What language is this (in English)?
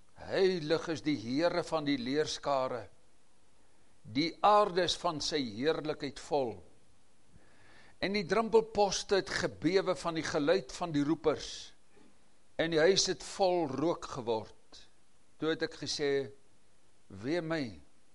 Afrikaans